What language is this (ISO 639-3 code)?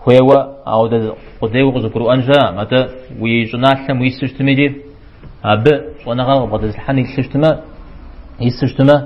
kbd